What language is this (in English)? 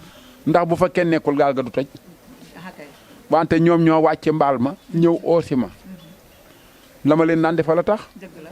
Wolof